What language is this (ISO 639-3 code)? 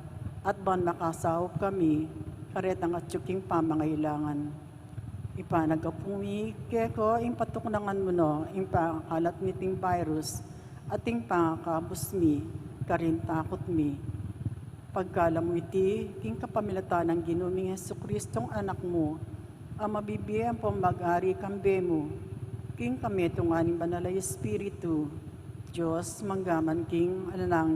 pam